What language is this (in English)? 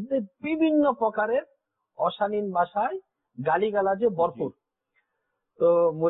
Bangla